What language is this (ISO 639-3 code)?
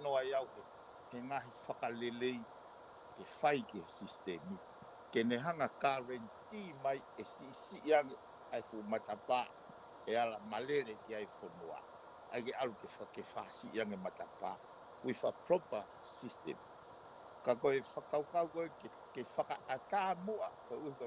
ton